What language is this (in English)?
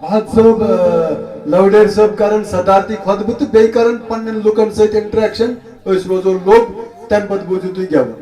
Kashmiri